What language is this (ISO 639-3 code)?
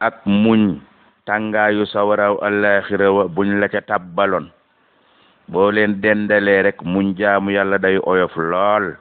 wol